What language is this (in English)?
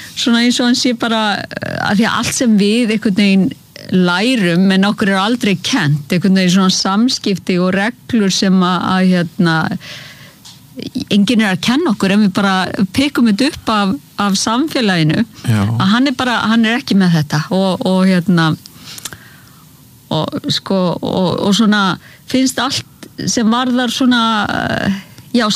Icelandic